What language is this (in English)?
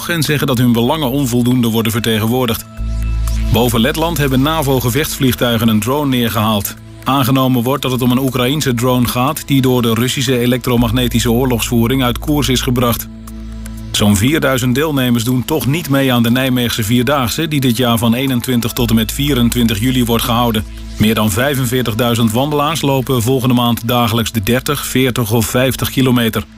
Dutch